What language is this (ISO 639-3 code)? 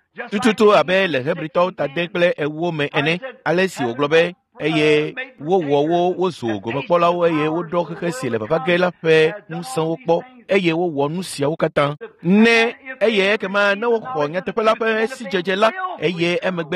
ewe